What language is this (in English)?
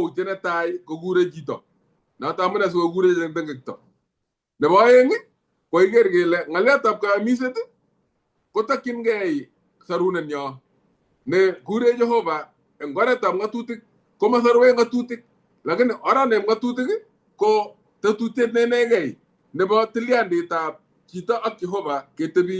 Kalenjin